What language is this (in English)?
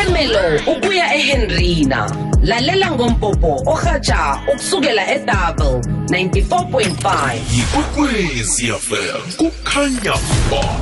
South Ndebele